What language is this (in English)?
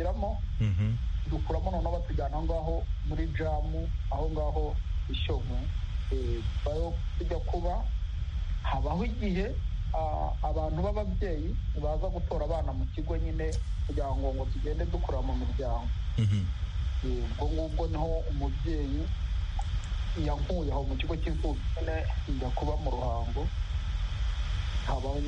Kinyarwanda